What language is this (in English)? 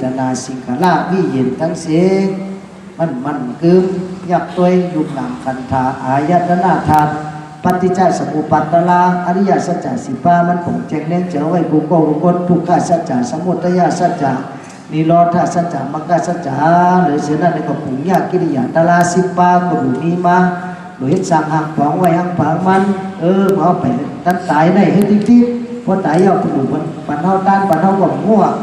Shan